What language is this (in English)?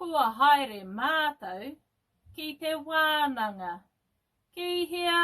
Māori